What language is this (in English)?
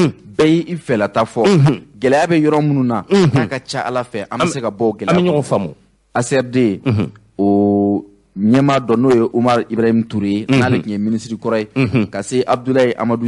Bambara